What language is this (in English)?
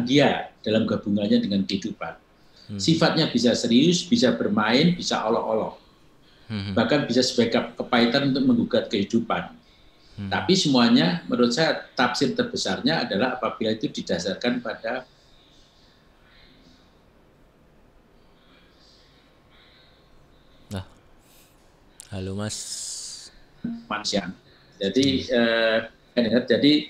Indonesian